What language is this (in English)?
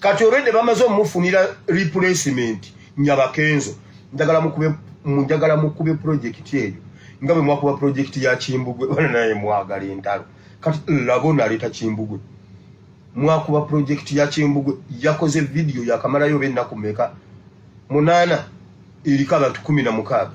Ganda